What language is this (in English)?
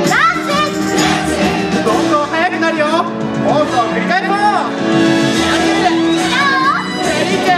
Japanese